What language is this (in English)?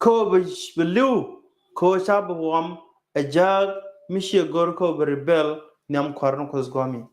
Nuer